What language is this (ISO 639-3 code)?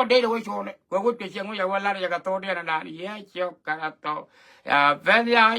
nus